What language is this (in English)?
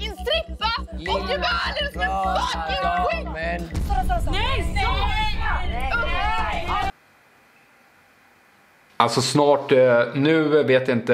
Swedish